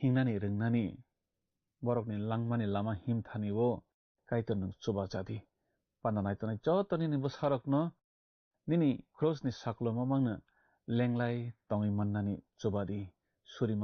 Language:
Kok Borok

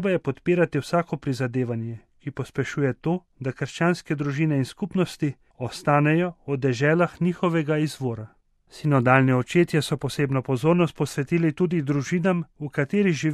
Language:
Slovenian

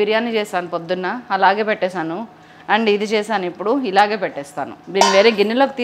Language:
Telugu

